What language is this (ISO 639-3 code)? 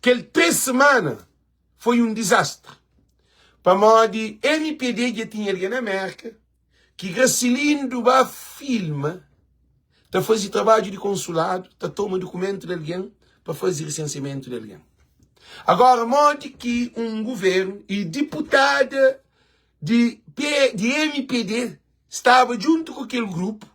kea